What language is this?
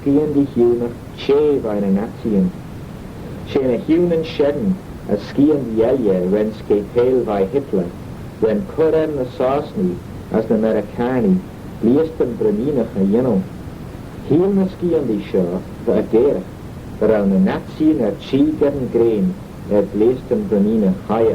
Manx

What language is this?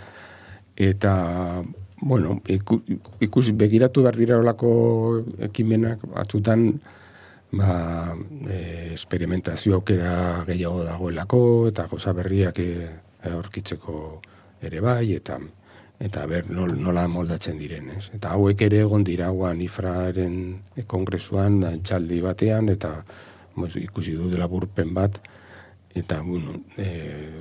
Basque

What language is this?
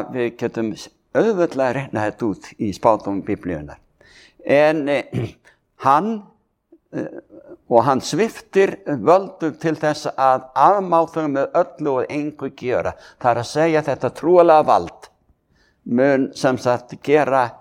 Icelandic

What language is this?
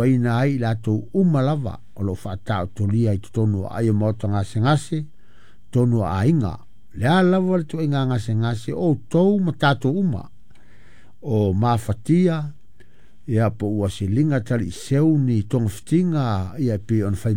Samoan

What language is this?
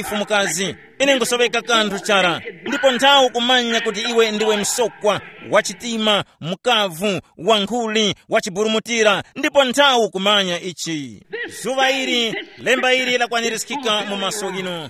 Tumbuka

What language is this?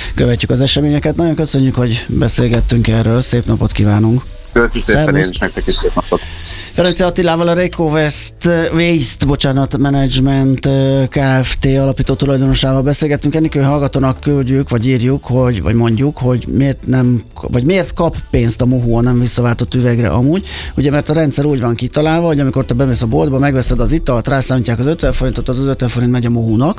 Hungarian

